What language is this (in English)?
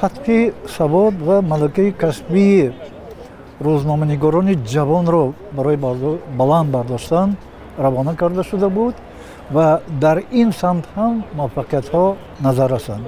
Tajik